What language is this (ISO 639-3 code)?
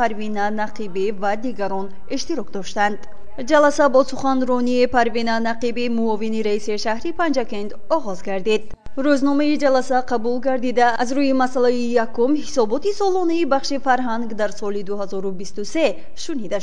tgk